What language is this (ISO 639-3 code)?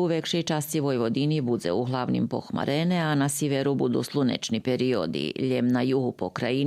rue